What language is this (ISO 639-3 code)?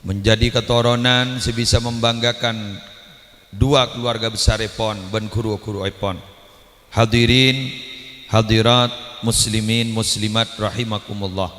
mad